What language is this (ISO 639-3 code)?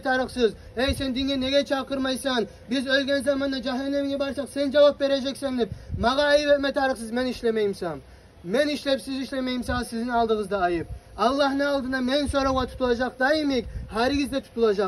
kum